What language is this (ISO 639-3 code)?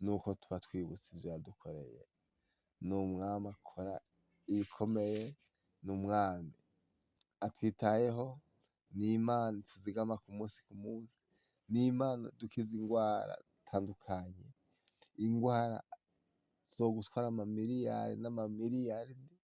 run